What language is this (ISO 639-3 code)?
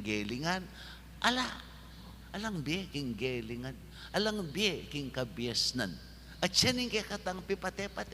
pam